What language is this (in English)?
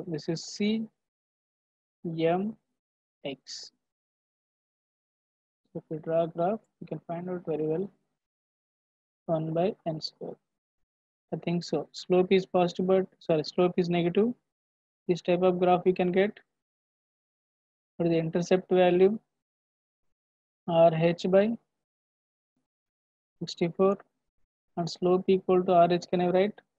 English